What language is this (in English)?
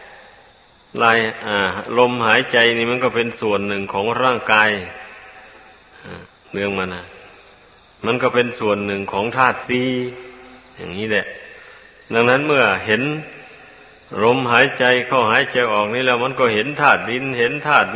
Thai